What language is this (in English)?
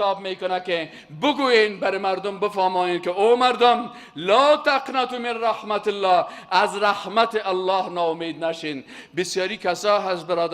Persian